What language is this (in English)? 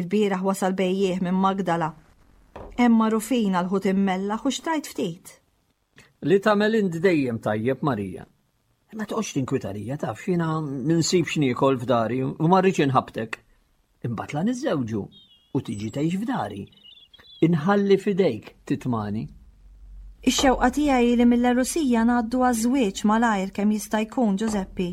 Maltese